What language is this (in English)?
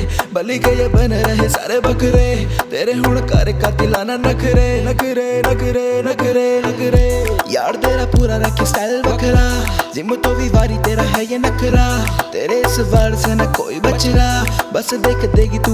Punjabi